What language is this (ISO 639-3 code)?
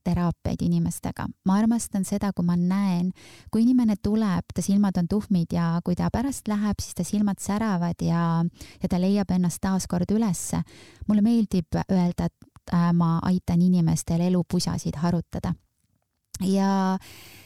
est